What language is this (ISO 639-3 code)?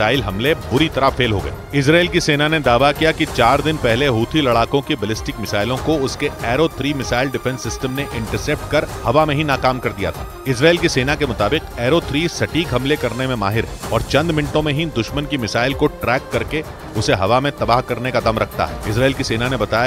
hin